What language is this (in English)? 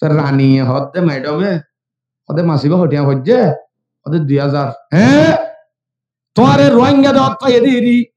Rohingya